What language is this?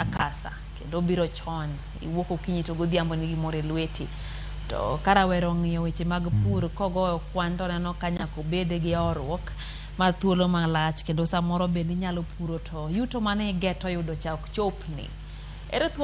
Luo (Kenya and Tanzania)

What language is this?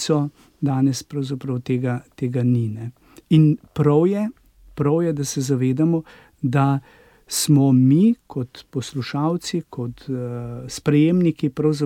Slovenian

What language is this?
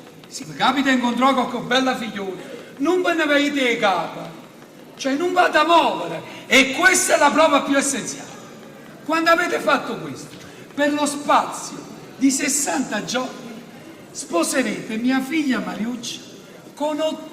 Neapolitan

